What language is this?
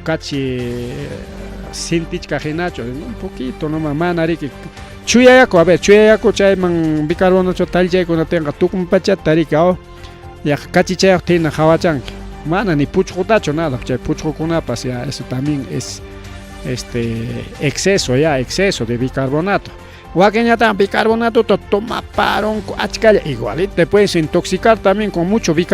Ayacucho Quechua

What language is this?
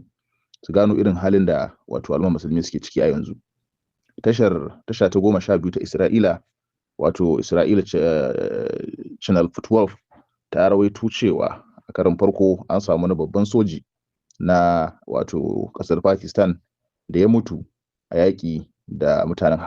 Hausa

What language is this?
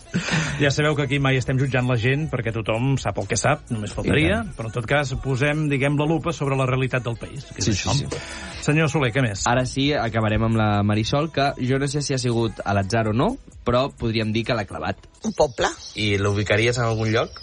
Catalan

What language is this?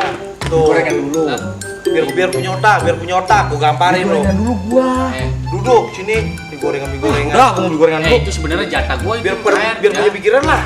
Betawi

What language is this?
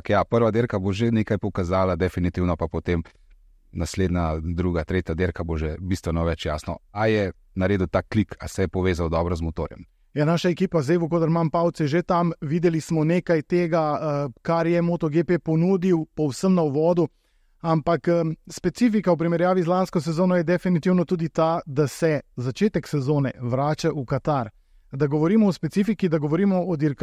Slovenian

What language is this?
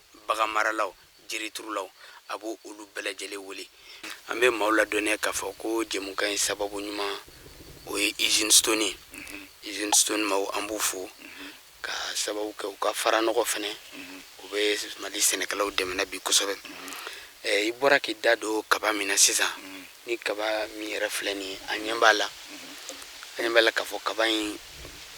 Bambara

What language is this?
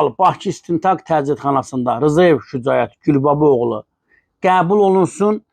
Azerbaijani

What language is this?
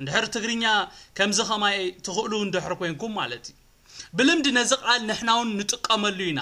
Tigrinya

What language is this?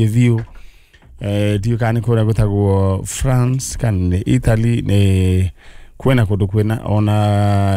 Kikuyu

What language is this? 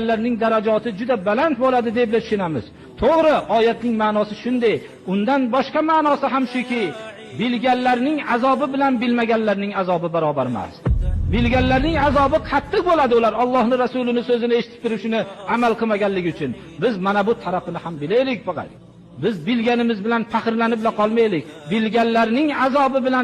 Uzbek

